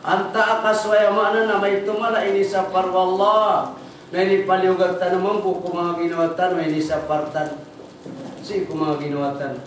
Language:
Maranao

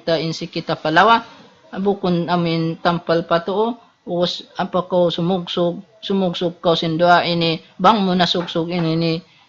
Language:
Tausug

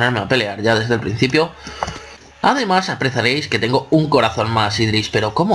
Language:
Spanish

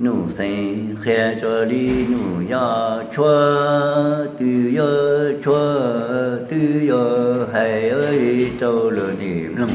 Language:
Hmong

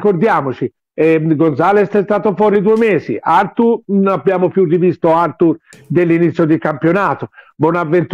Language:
Italian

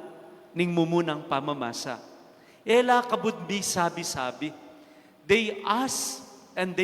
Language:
Pampanga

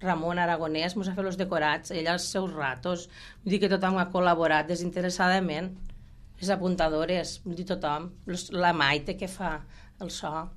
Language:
Catalan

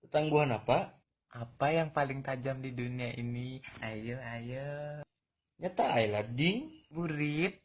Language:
Banjar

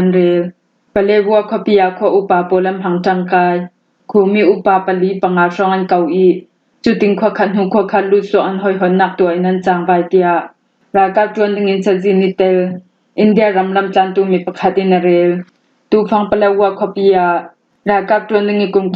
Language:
Hakha Chin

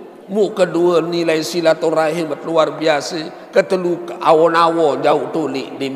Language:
Sasak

